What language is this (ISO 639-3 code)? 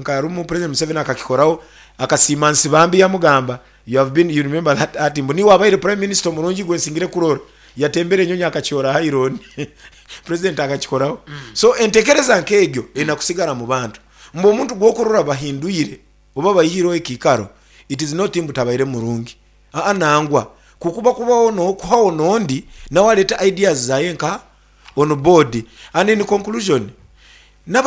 nyn